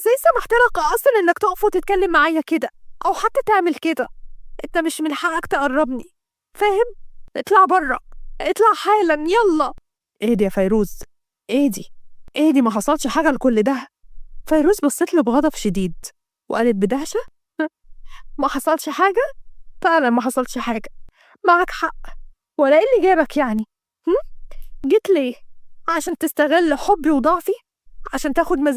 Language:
Egyptian Arabic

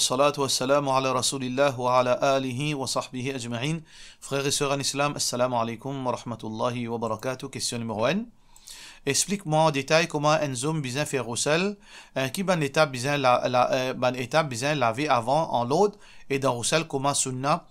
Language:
Morisyen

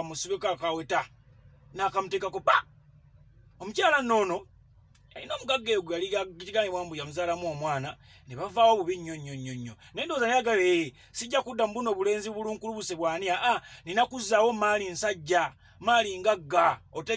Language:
Ganda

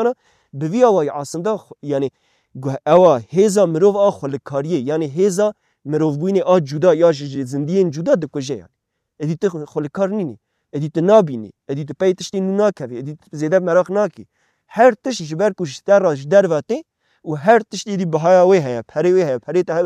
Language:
Kurdish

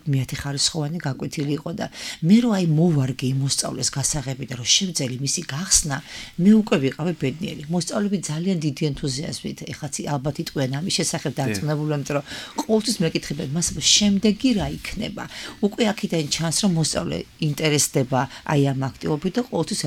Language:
Georgian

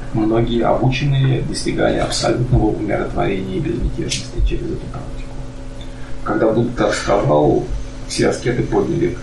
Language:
Russian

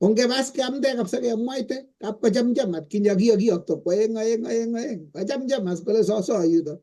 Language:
Kalenjin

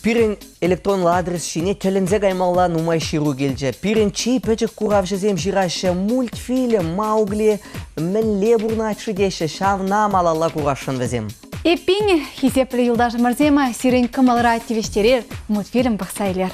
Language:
Chuvash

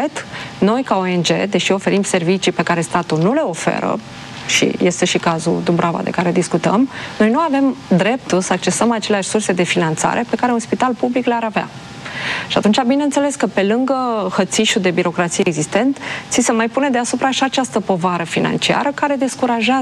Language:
Romanian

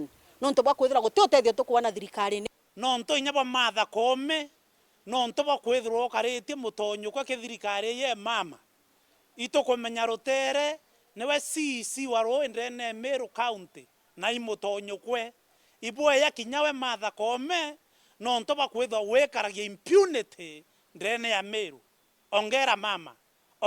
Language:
Meru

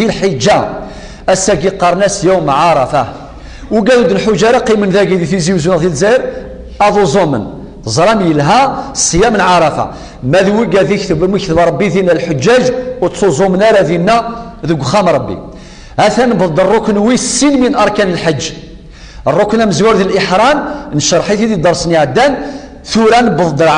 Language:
Kabyle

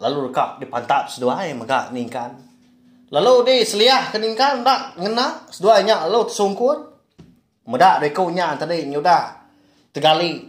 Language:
Iban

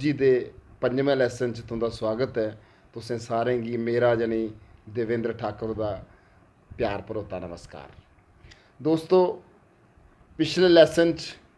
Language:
Dogri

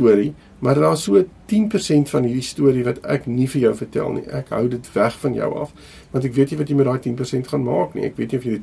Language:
Afrikaans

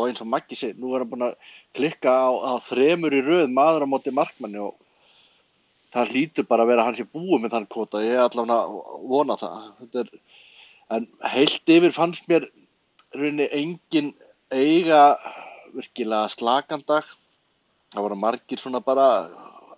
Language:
Icelandic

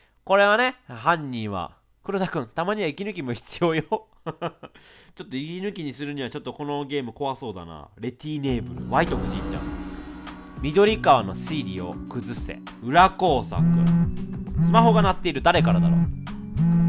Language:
Japanese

